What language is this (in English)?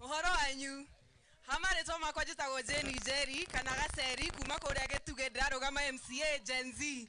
Kikuyu